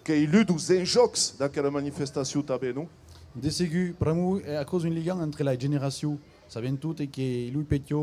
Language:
Occitan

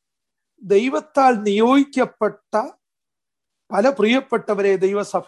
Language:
Malayalam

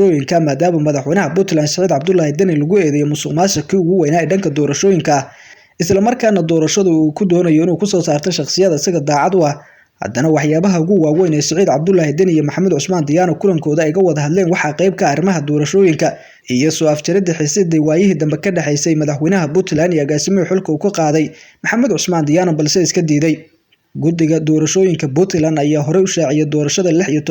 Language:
Somali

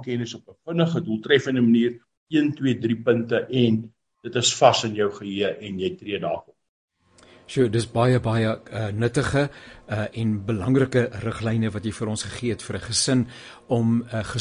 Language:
Afrikaans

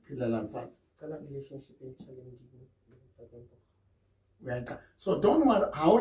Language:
Southern Sotho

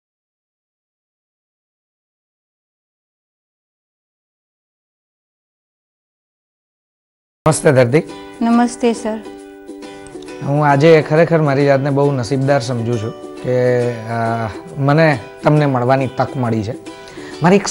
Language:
Gujarati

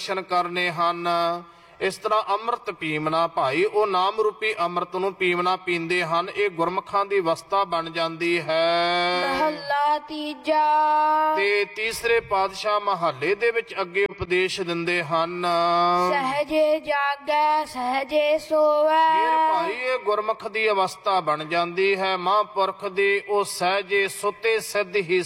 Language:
Punjabi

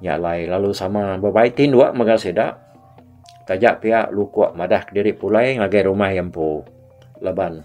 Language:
Iban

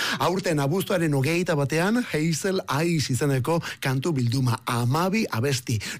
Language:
Basque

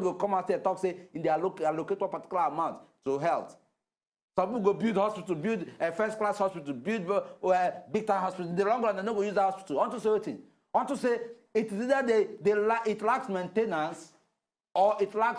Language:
Nigerian Pidgin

